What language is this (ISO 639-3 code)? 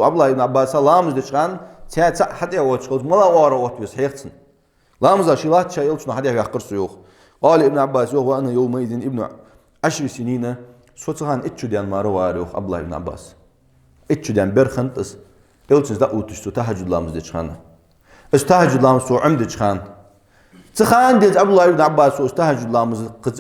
inh